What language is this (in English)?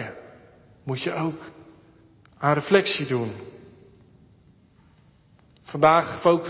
Dutch